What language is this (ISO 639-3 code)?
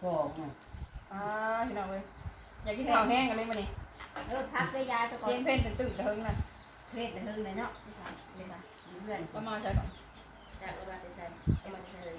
tts